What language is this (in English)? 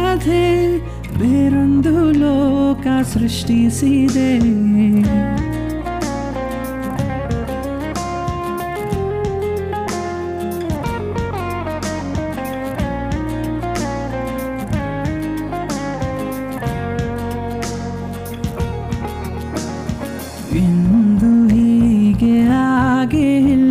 Kannada